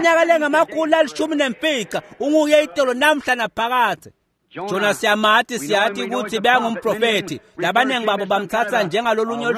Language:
Swati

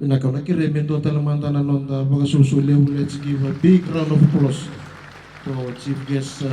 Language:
Fijian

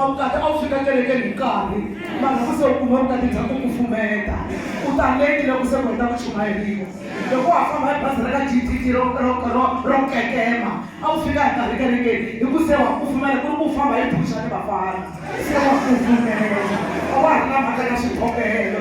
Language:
Tsonga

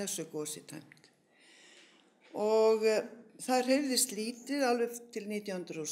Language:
Icelandic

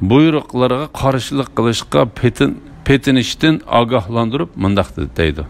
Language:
Uyghur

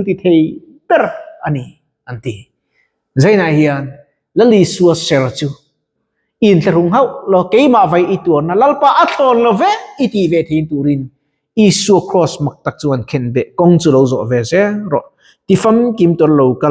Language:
Mizo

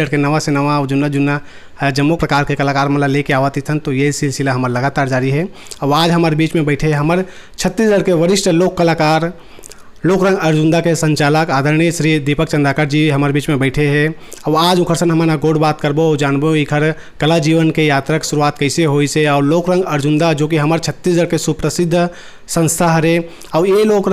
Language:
Chhattisgarhi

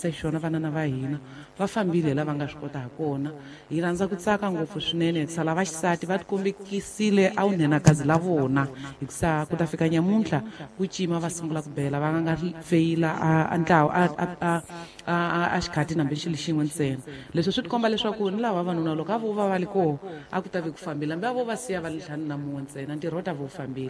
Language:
Tsonga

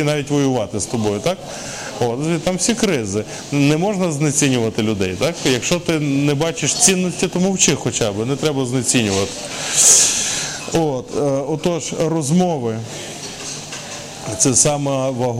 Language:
Ukrainian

